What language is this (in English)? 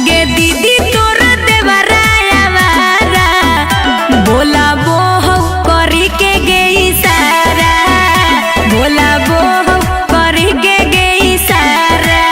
Magahi